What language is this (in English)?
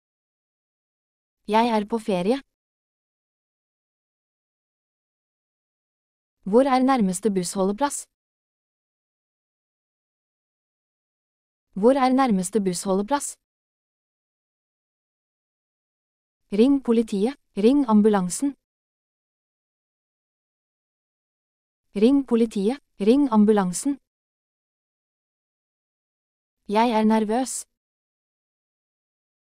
Norwegian